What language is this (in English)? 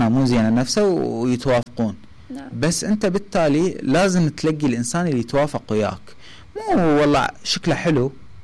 Mesopotamian Arabic